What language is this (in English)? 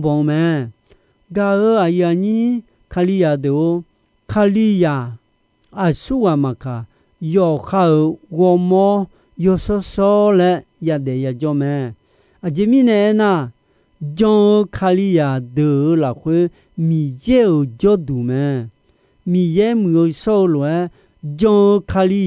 Akha